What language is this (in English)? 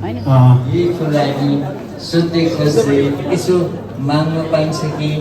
Nepali